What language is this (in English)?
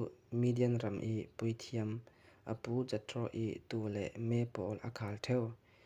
Falam Chin